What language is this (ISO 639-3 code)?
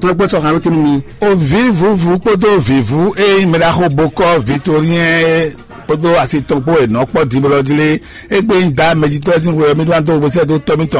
fon